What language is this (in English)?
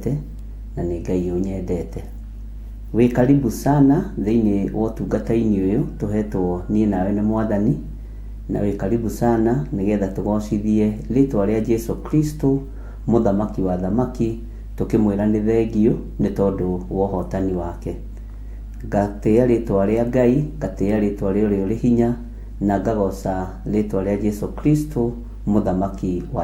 Kikuyu